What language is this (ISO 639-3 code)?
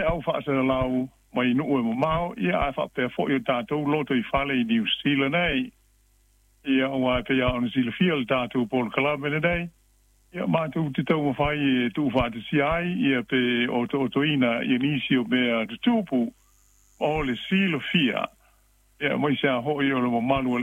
smo